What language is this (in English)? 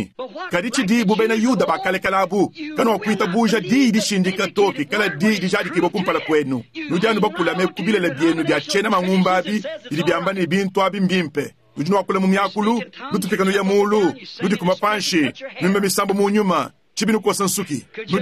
Luba-Lulua